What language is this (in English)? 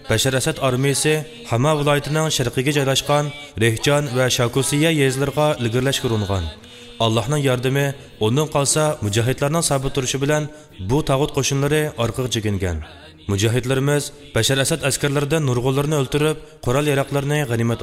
Uyghur